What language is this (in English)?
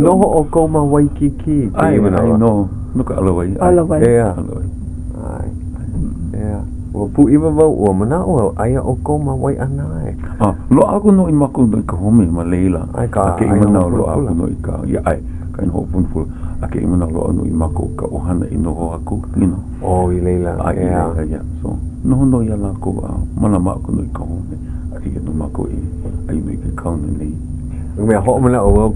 Hawaiian